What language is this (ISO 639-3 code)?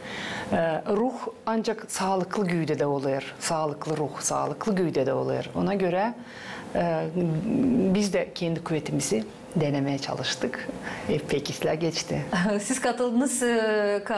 gag